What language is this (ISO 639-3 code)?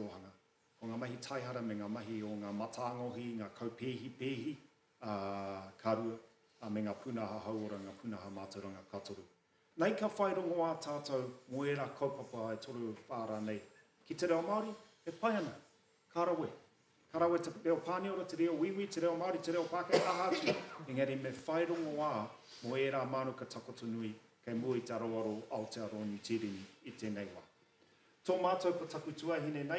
mri